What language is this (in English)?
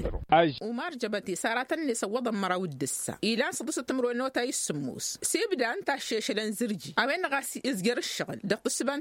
Tamasheq